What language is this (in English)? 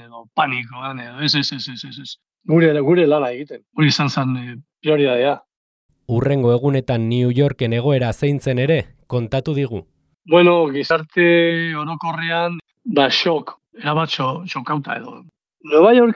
Basque